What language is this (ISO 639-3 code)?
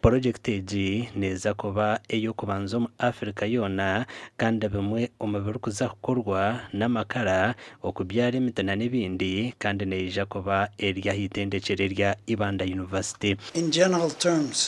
nyn